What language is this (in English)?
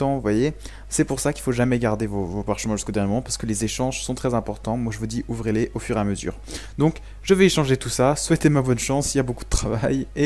French